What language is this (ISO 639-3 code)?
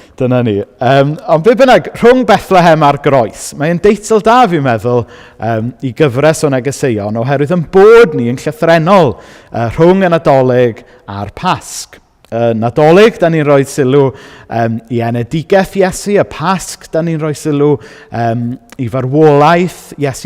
cym